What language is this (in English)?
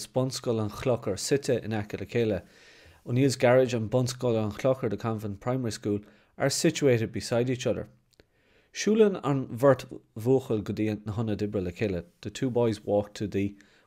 Irish